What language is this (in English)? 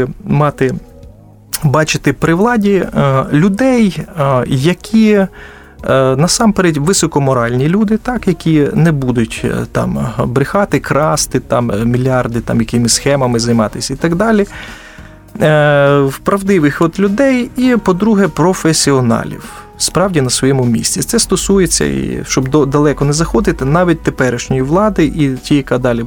Ukrainian